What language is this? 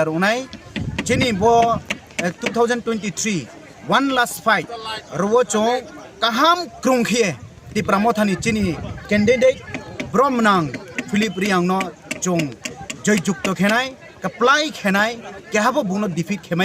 Riang (India)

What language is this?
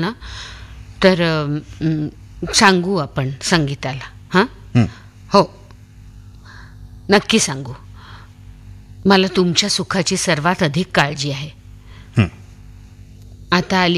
Marathi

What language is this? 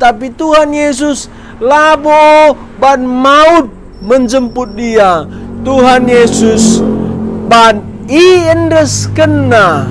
Batak Karo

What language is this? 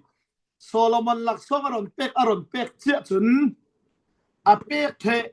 Falam Chin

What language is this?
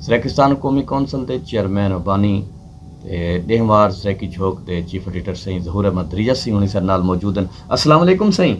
Saraiki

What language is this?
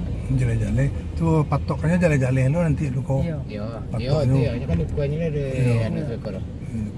Minangkabau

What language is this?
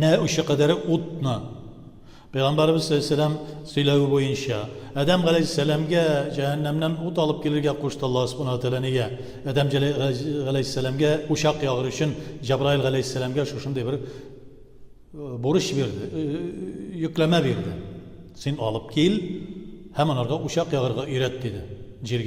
Tatar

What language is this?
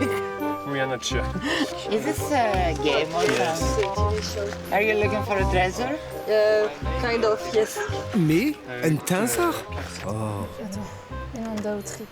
Breton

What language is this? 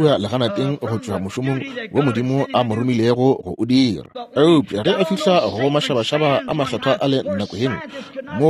Northern Sotho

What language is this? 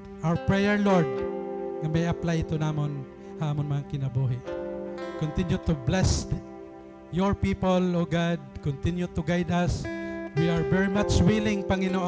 Waray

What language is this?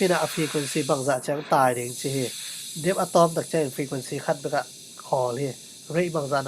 Tedim Chin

